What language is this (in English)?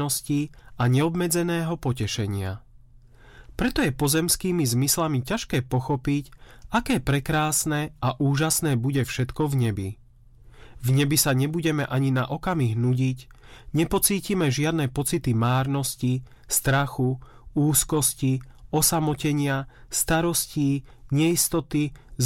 Slovak